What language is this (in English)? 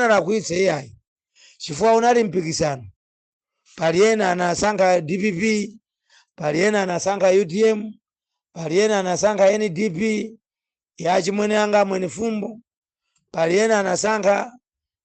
Nyanja